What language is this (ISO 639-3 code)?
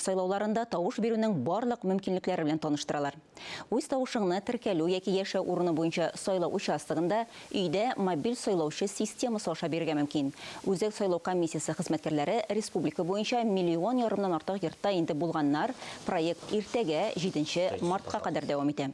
tat